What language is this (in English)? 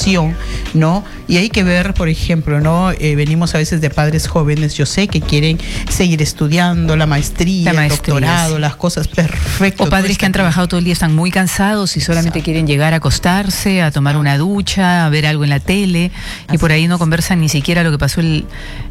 Spanish